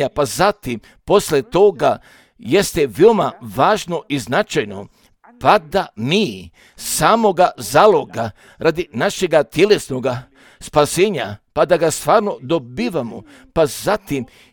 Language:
Serbian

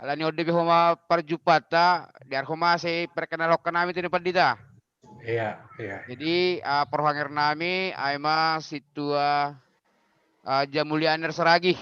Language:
Batak Simalungun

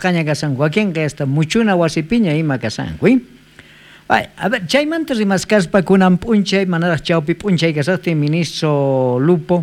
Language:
South Bolivian Quechua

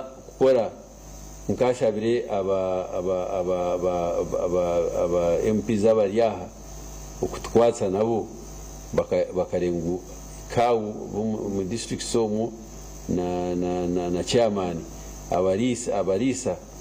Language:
Nyankole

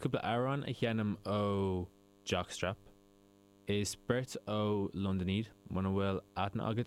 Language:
Irish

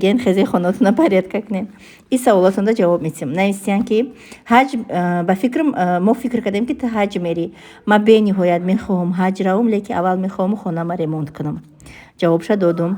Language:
Tajik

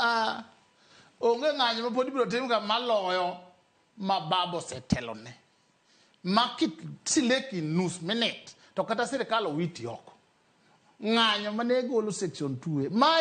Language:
Luo (Kenya and Tanzania)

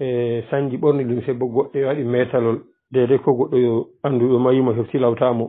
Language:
Pular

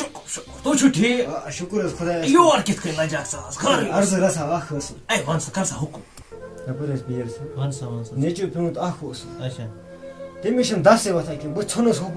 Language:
Kashmiri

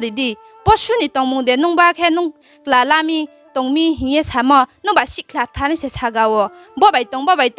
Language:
Riang (India)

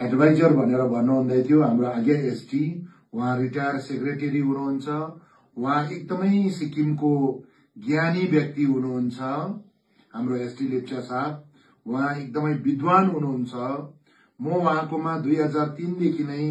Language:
Nepali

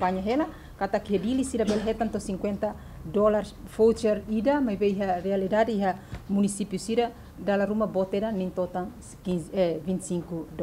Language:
Tetum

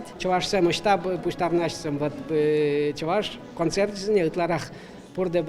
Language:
Chuvash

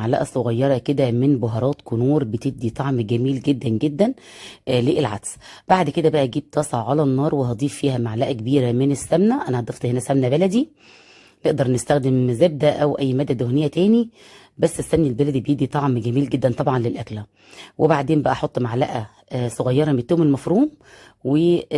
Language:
Egyptian Arabic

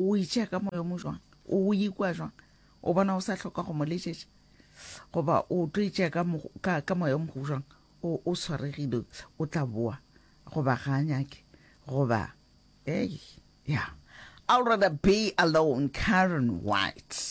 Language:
Northern Sotho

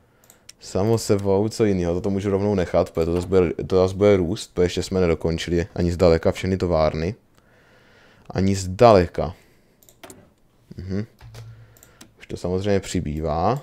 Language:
Czech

